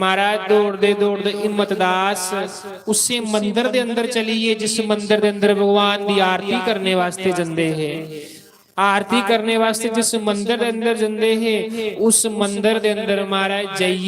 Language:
Dogri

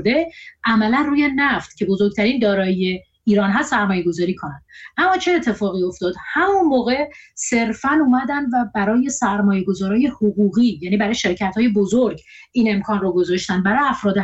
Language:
Persian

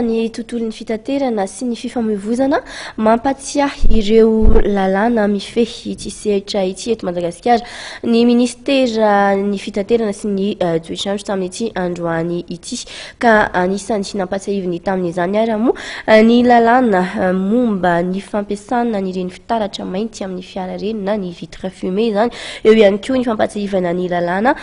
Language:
Malagasy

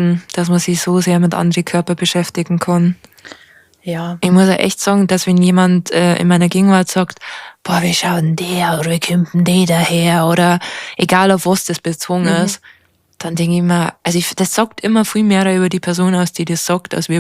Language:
Bavarian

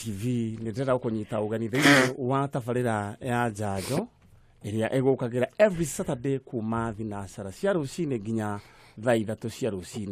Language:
Kikuyu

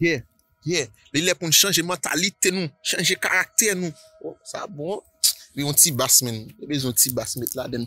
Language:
Haitian Creole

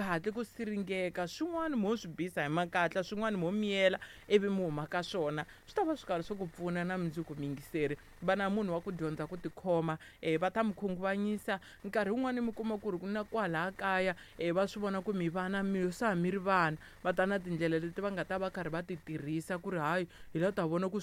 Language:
Tsonga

